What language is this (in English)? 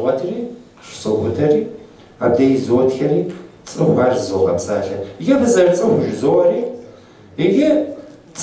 Kabardian